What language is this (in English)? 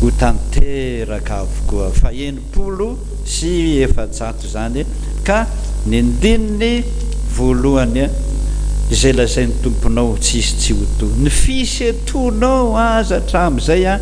Malagasy